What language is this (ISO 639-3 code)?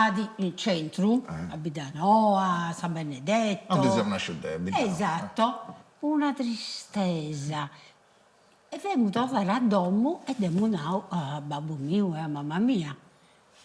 srd